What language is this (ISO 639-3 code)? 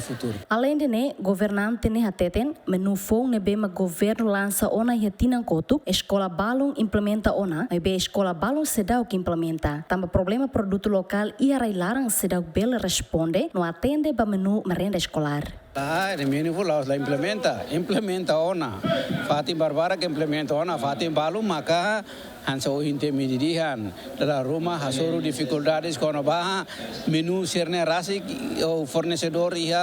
tet